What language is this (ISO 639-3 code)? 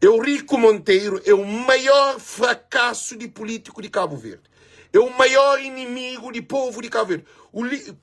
kea